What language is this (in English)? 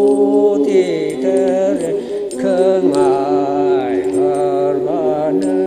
Tangkhul Naga (India)